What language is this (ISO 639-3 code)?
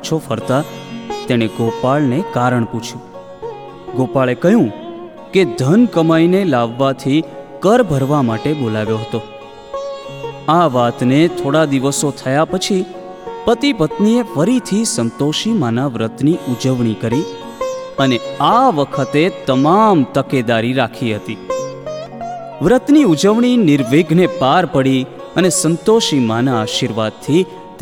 guj